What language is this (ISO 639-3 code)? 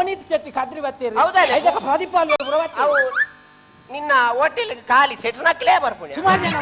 tcy